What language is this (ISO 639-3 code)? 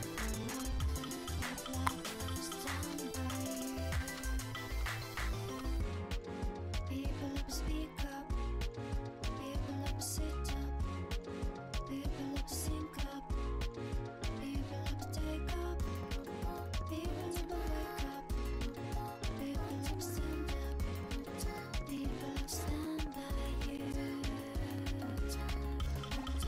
eng